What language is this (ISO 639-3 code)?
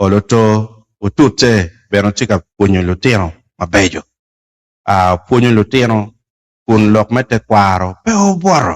ach